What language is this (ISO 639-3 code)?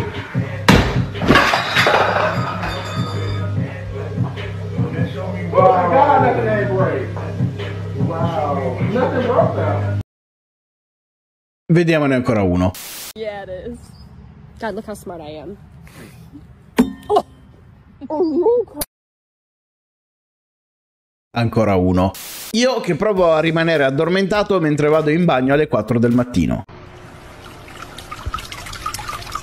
ita